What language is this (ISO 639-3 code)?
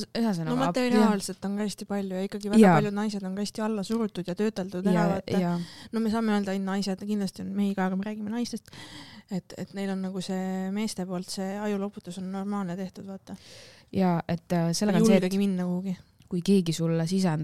est